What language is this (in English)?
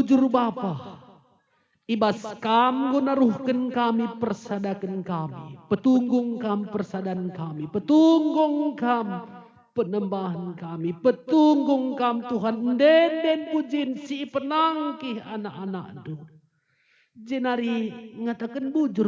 Batak Karo